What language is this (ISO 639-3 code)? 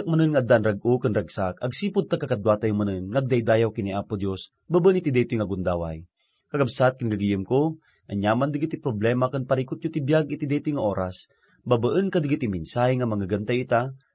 ilo